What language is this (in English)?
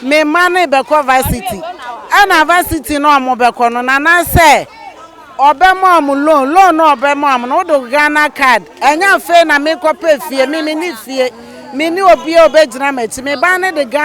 Akan